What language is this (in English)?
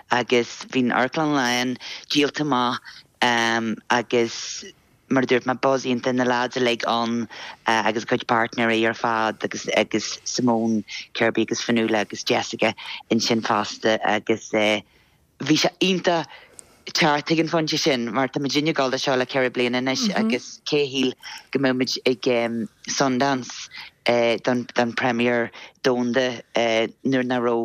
Irish